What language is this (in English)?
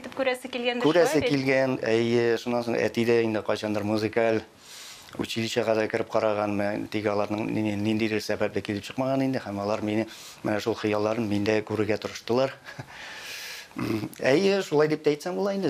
Tatar